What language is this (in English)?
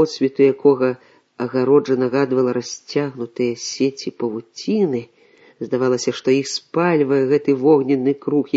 Belarusian